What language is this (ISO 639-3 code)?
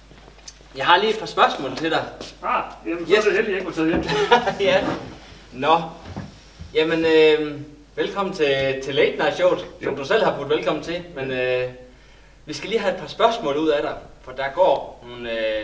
dan